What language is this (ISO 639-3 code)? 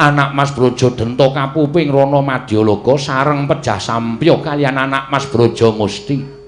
jav